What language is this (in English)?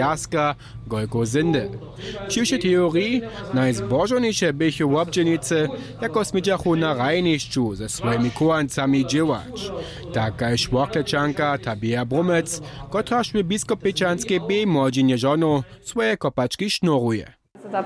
Upper Sorbian